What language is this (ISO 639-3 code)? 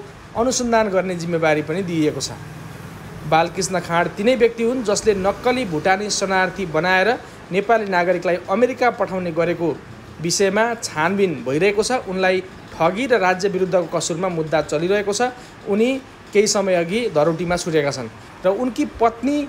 nep